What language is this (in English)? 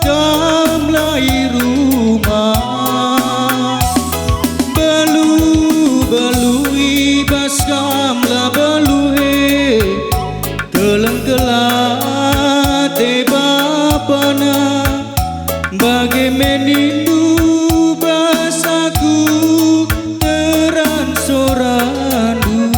Batak Karo